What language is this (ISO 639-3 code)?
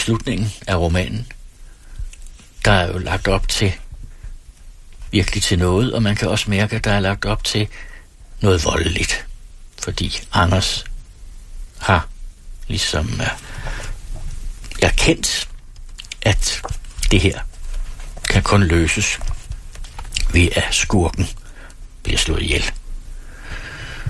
dan